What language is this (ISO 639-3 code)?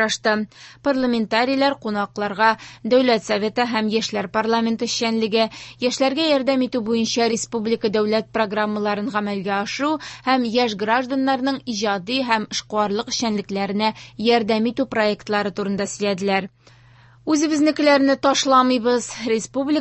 tat